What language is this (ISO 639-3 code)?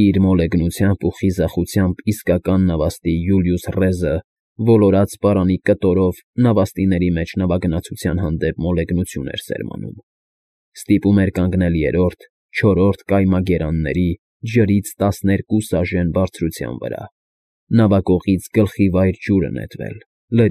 hye